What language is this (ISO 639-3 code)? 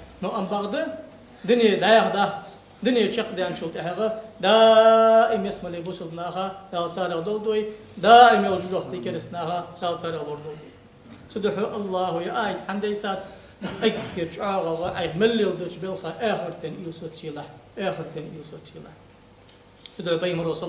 inh